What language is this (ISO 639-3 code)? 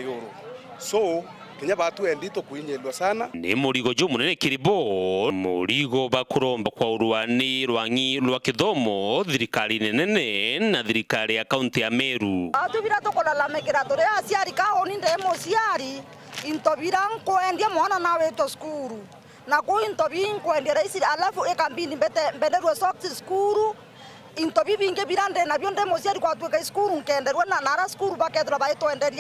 mer